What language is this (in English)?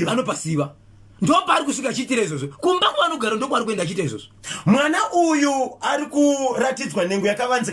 Shona